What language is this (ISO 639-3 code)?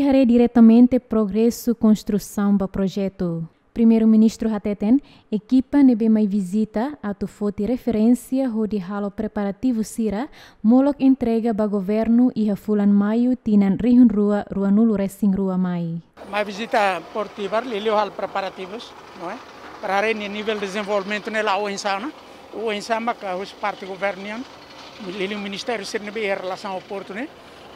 tet